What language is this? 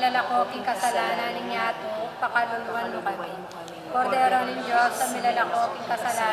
Pampanga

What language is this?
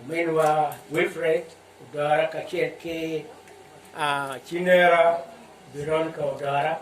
Acoli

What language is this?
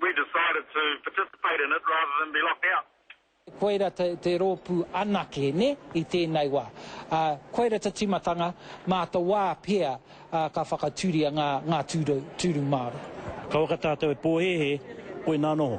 Māori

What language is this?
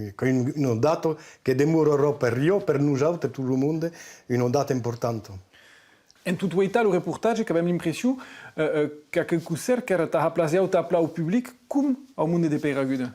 Occitan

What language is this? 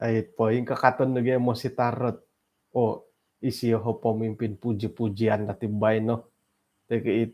Central Dusun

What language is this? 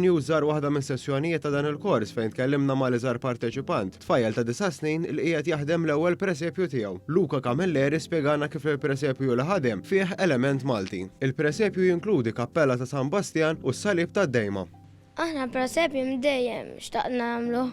Maltese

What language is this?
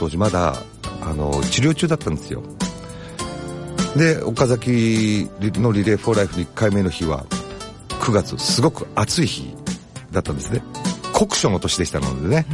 Japanese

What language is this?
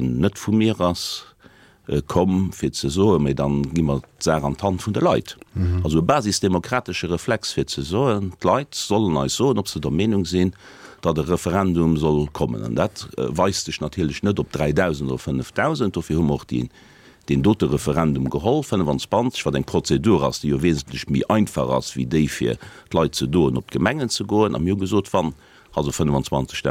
Luxembourgish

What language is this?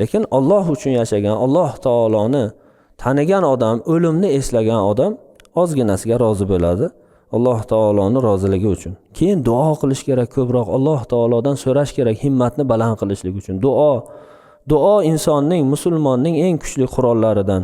Uzbek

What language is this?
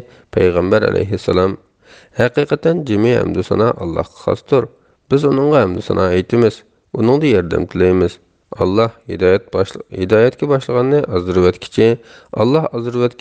Uyghur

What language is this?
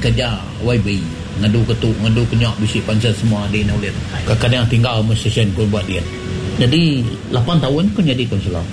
Iban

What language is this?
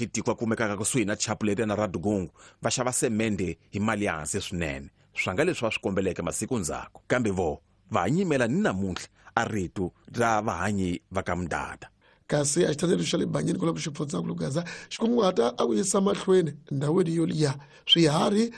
Tsonga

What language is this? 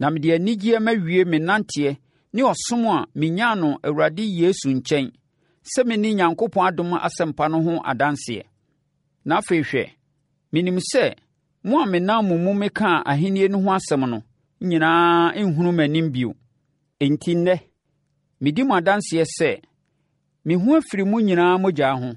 Akan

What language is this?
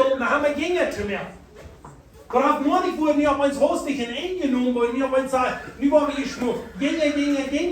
Plautdietsch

